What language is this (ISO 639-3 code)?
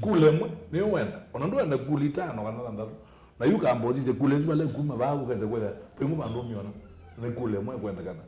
kam